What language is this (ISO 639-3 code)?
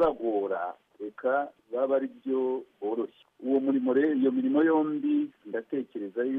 kin